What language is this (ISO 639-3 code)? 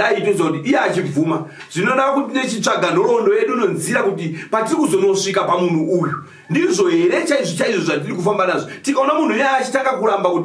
sna